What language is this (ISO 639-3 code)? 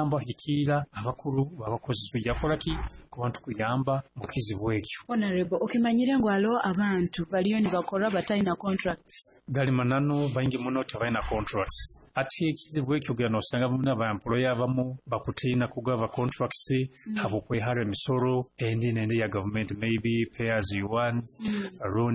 nyo